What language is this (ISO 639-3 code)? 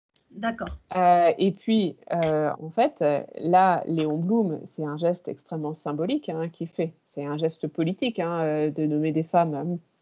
fra